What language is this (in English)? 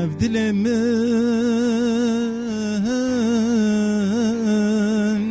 Kurdish